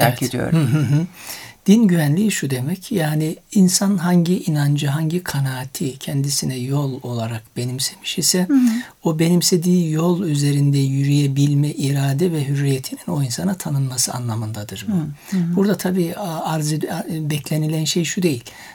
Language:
Turkish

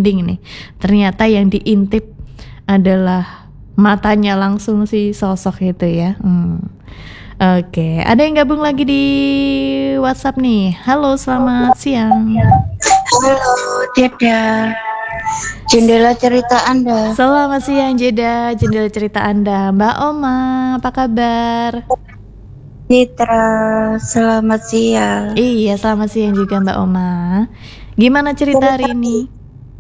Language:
Indonesian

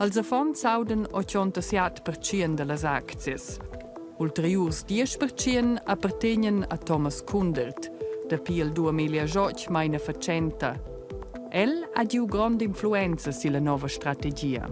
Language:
Romansh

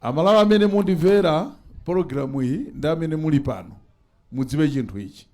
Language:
Nyanja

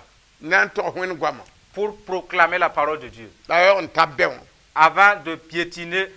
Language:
Mossi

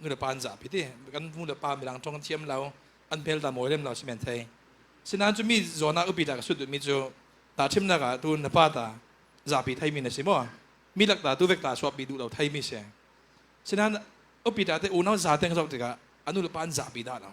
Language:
Falam Chin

